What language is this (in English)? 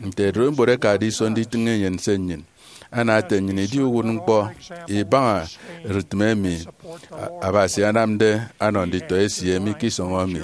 Efik